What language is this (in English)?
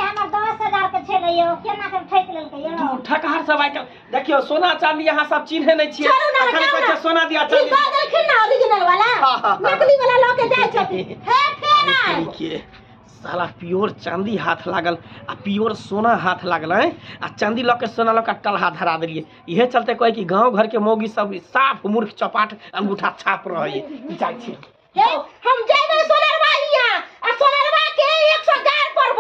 Maithili